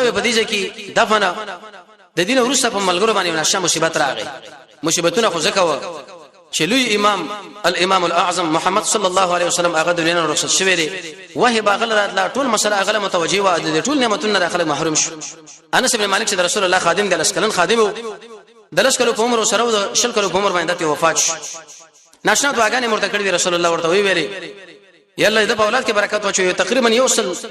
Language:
Pashto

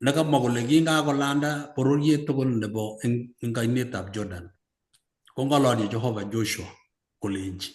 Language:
Kalenjin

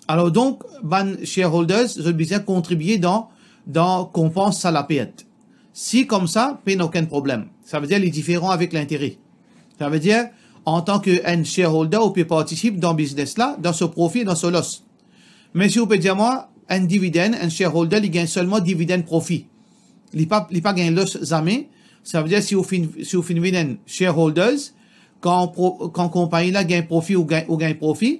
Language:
Morisyen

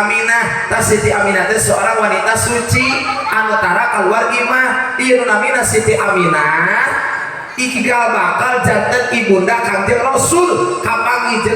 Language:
Sundanese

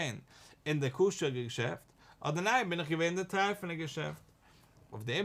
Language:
Yiddish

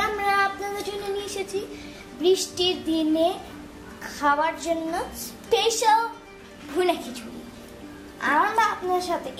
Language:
Bangla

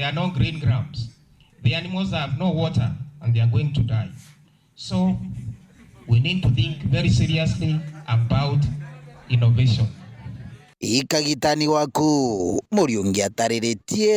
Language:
Meru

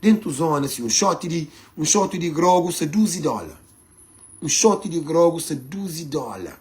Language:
Kabuverdianu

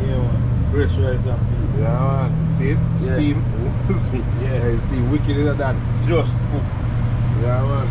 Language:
Jamaican Creole English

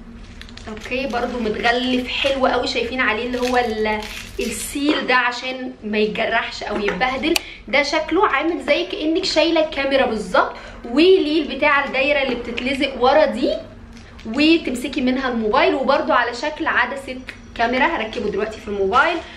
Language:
Egyptian Arabic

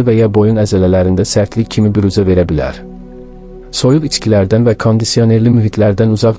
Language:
Azerbaijani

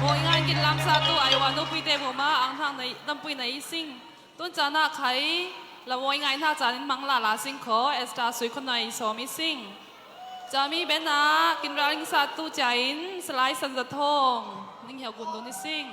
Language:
Falam Chin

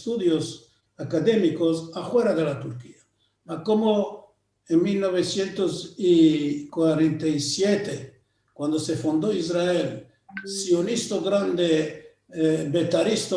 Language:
Ladino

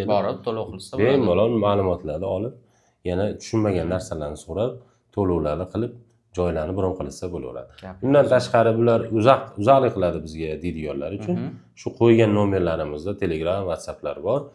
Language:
Uzbek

